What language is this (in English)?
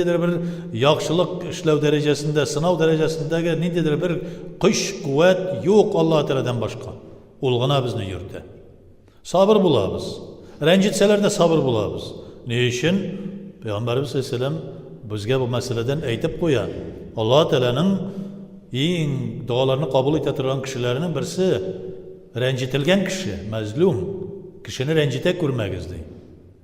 Tatar